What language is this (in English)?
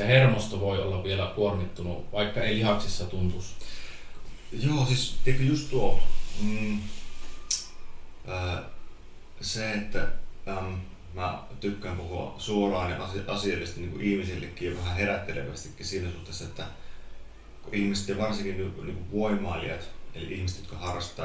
Finnish